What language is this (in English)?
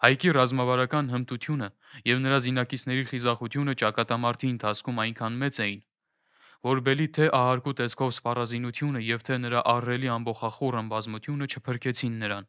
Armenian